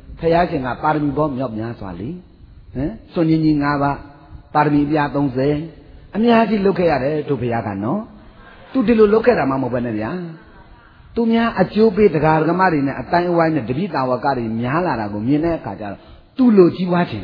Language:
Burmese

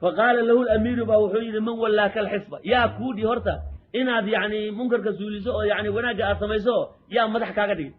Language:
Somali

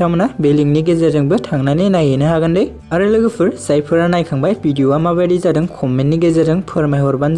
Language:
Bodo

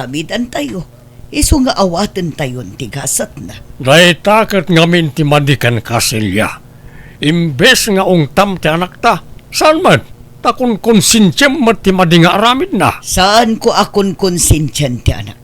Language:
Iloko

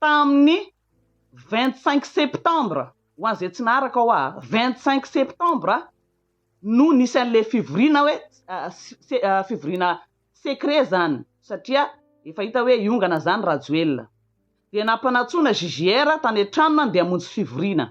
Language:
Malagasy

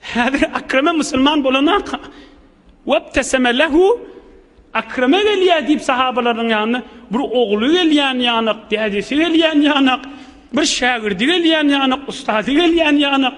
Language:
Turkmen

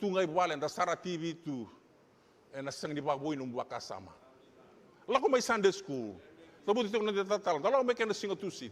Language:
Fijian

